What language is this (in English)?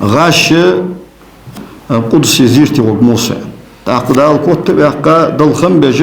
Ingush